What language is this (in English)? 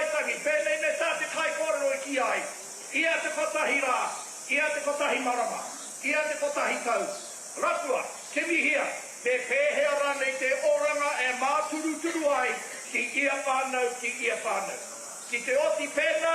Māori